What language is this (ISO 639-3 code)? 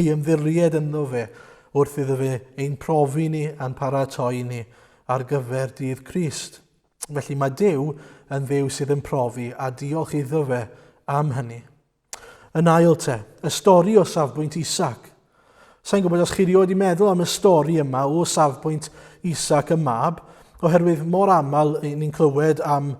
cym